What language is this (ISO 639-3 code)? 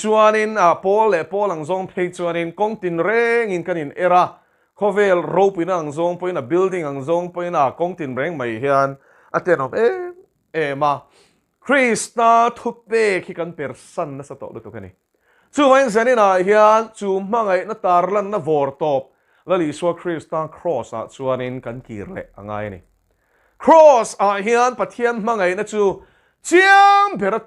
lus